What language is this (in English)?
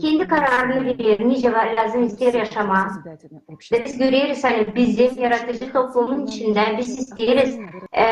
Gagauz